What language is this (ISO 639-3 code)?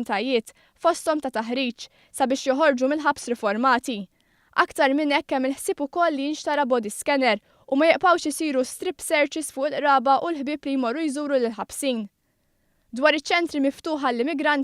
mlt